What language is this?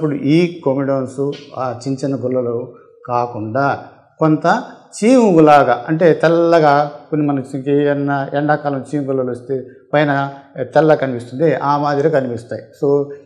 Telugu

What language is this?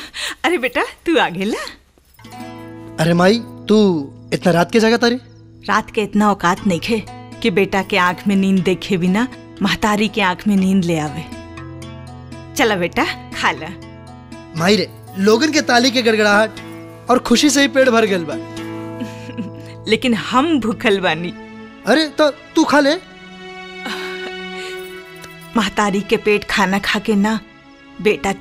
Bhojpuri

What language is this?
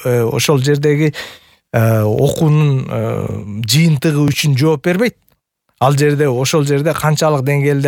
Kyrgyz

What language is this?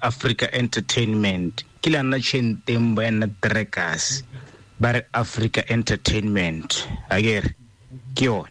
Tswana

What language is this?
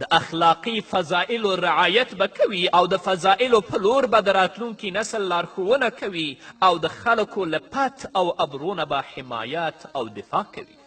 Pashto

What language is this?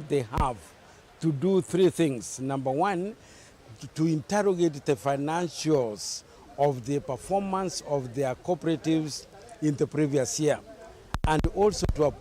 Kamba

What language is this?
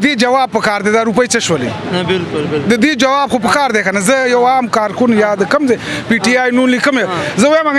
Pashto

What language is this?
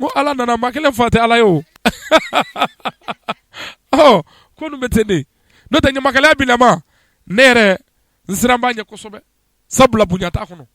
Bambara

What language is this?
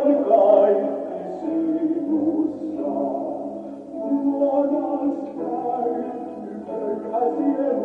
Estonian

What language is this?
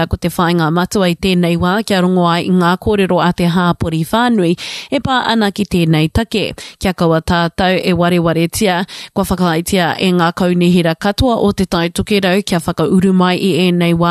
Māori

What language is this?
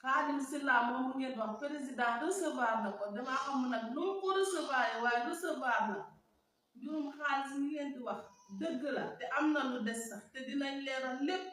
Wolof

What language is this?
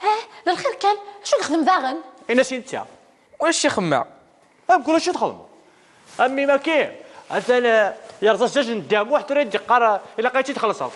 Kabyle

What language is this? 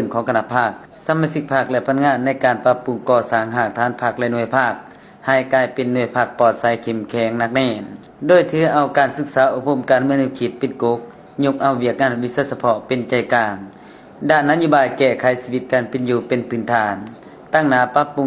Lao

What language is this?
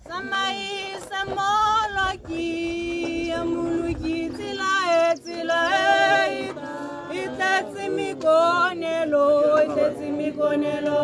Tswana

